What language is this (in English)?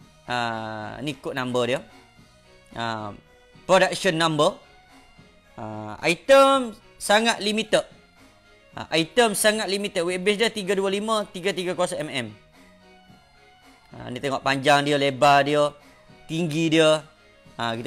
Malay